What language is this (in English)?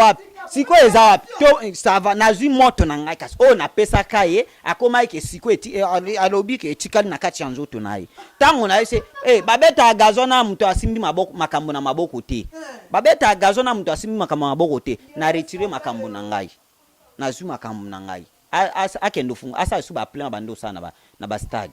Lingala